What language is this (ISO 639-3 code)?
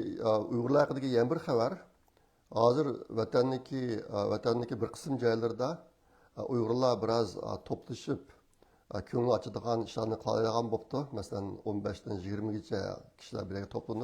uig